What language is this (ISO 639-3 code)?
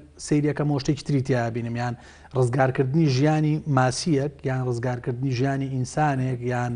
ckb